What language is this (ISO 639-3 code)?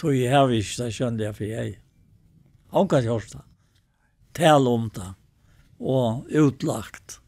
fao